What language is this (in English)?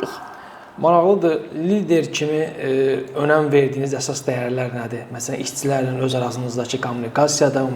Azerbaijani